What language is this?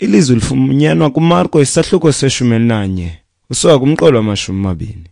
Xhosa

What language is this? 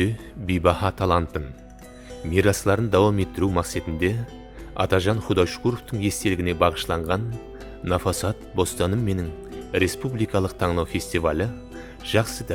Kara-Kalpak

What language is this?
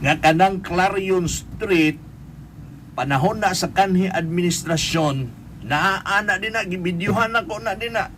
Cebuano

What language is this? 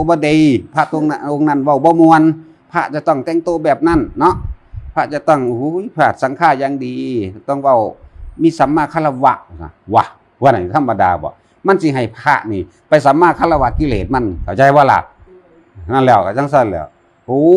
Northeastern Thai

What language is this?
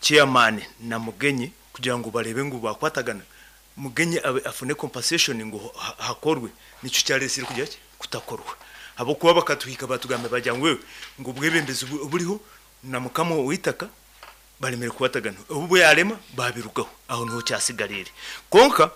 Nyankole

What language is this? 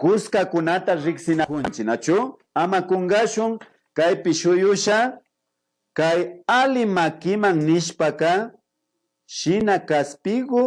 Imbabura Highland Quichua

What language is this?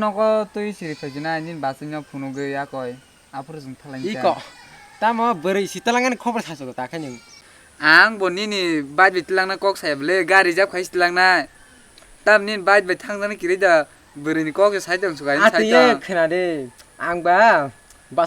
Kok Borok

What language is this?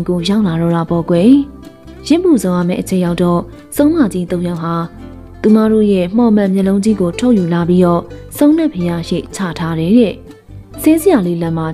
Burmese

